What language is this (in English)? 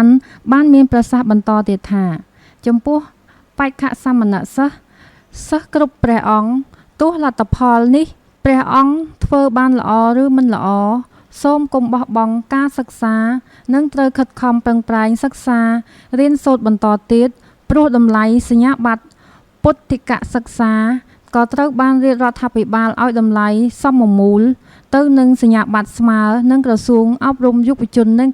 Khmer